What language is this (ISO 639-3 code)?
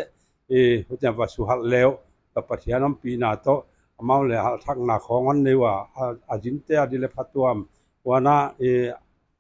pck